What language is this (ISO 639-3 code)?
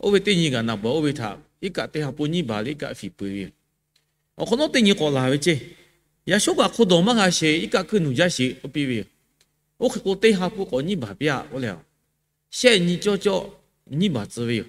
lhu